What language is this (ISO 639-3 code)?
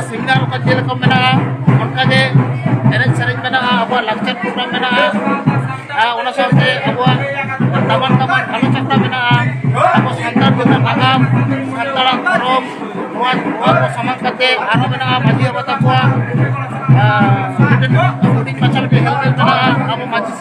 sat